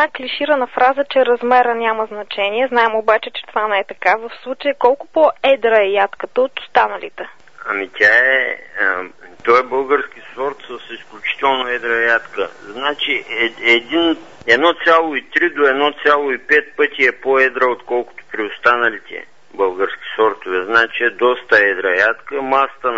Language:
Bulgarian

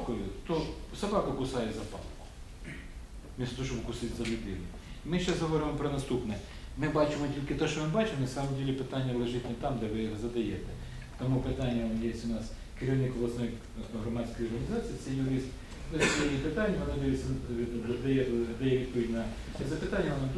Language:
Ukrainian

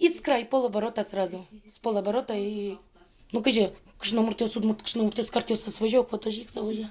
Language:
Udmurt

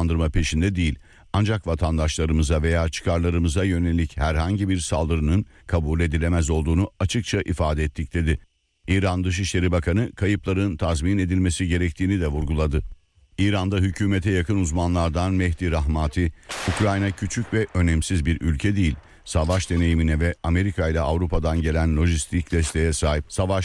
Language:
Turkish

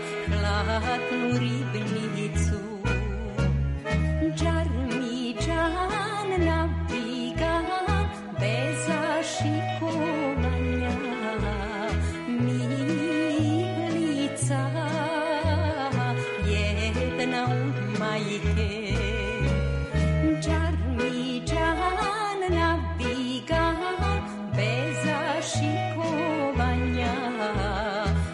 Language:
Serbian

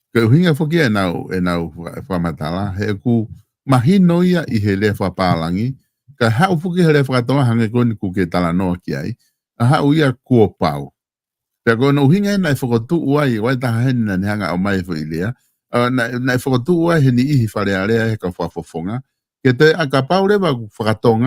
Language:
Tongan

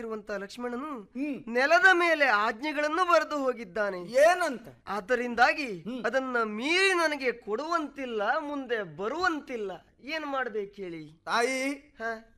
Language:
Kannada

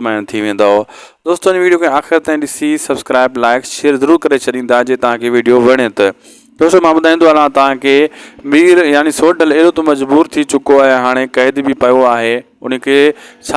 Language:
Sindhi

